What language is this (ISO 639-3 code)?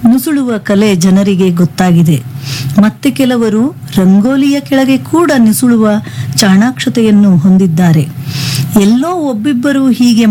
kan